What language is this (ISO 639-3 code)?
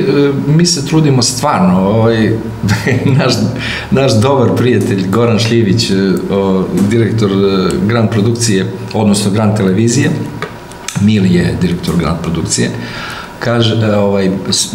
srp